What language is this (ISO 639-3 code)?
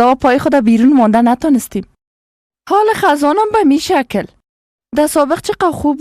fas